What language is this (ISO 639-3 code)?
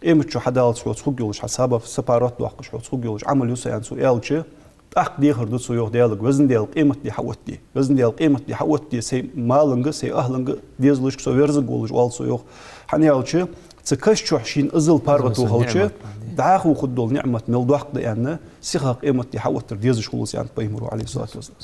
inh